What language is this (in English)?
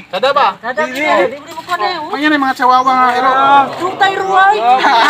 Cebuano